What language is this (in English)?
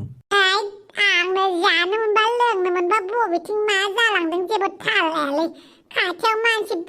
Bodo